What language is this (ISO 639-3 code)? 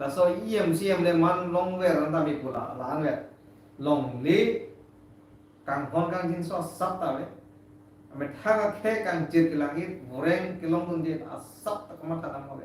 mjw